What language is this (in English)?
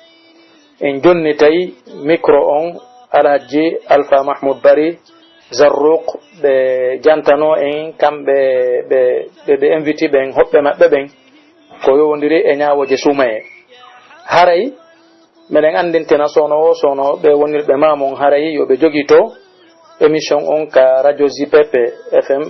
Pular